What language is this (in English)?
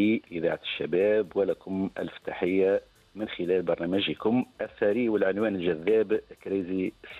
Tunisian Arabic